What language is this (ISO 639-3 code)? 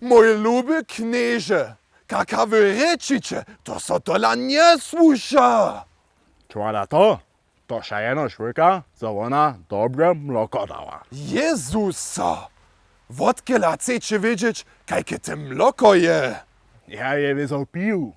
hsb